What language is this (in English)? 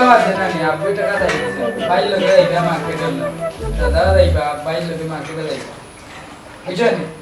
Sylheti